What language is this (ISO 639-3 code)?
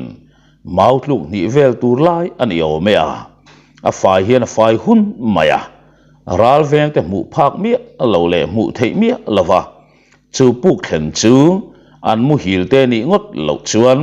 lus